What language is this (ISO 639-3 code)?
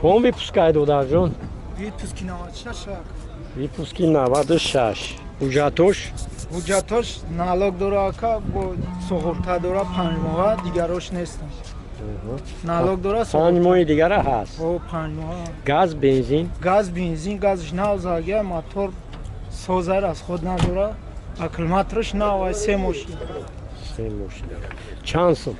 tgk